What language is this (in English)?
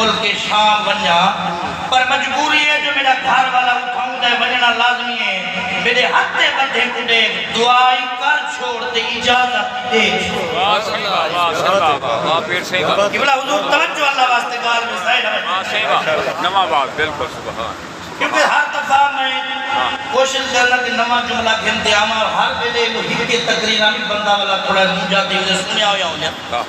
Saraiki